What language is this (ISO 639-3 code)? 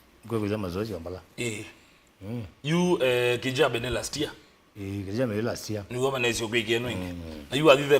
kam